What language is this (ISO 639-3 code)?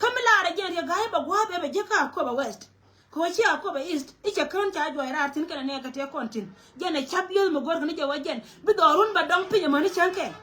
nus